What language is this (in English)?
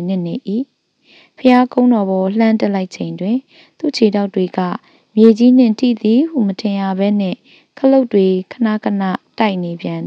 Burmese